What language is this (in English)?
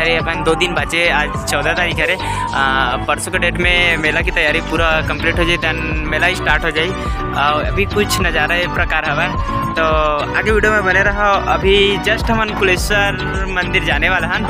Chhattisgarhi